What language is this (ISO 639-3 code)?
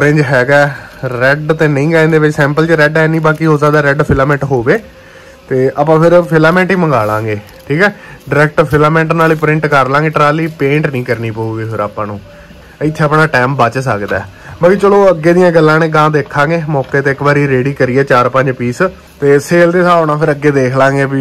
pan